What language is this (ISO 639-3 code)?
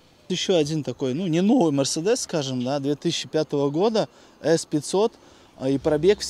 rus